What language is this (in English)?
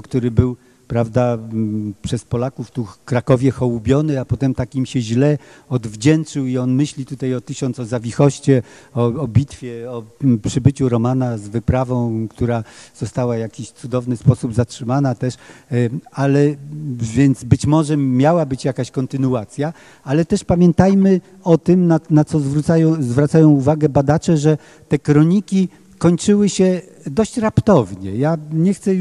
Polish